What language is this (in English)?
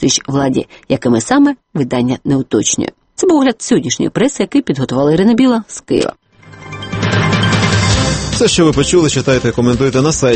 Ukrainian